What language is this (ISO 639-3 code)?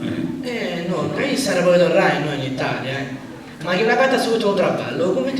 srd